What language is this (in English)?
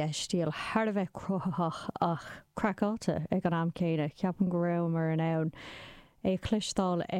Irish